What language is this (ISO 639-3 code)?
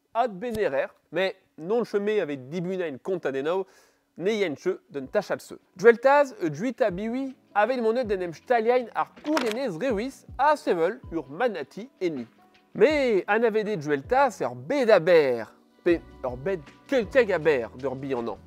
bre